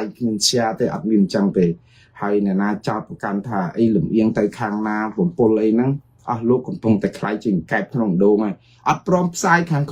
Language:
Khmer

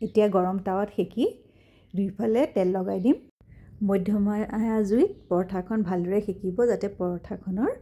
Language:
Assamese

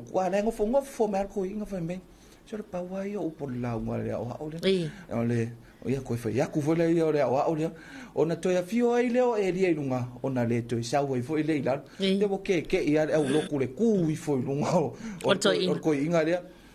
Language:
Samoan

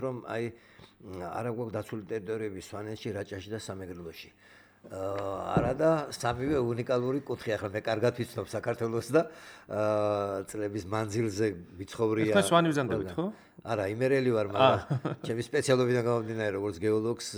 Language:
Georgian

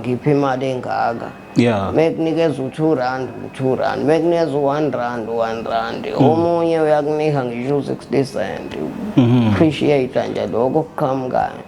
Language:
Zulu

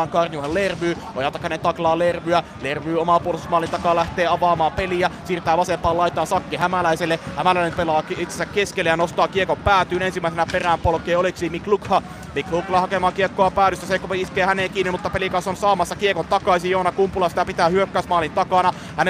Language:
Finnish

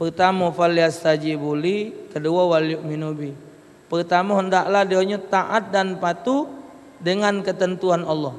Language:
Musi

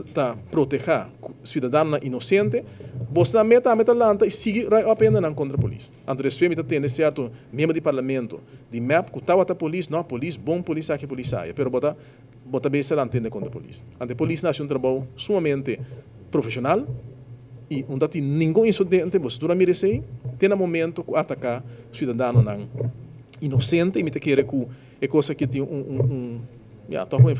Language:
Papiamento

